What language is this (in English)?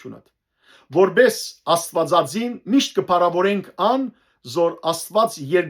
Western Armenian